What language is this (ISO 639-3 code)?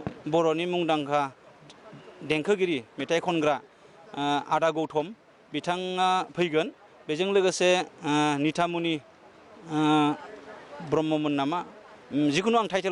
brx